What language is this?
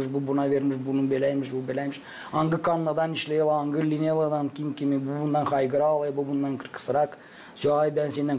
Gagauz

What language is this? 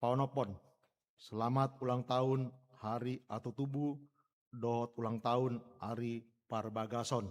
Batak Toba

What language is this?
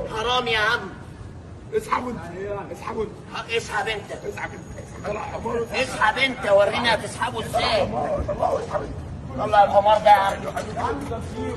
Egyptian Arabic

